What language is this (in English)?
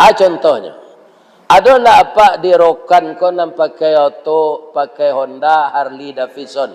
Minangkabau